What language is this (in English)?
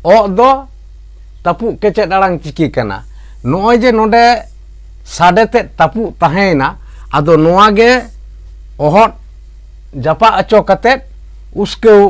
Santali